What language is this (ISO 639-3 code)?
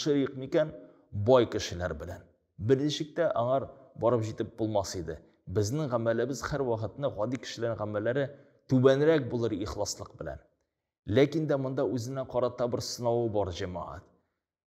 tat